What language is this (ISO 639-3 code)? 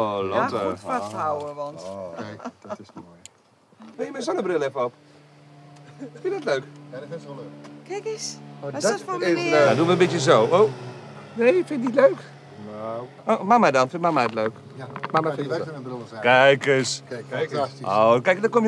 nld